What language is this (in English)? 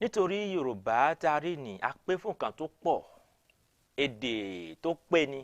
Yoruba